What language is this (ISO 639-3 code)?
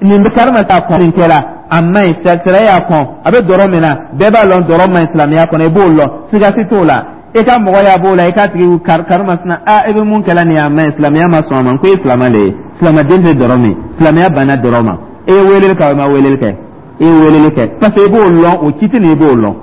dyu